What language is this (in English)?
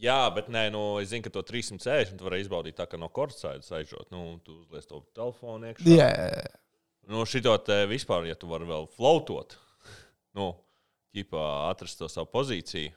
Latvian